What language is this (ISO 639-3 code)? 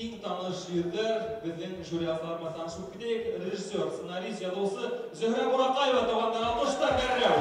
bak